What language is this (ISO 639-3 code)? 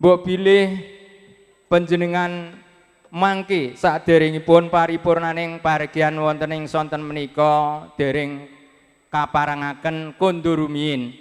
jav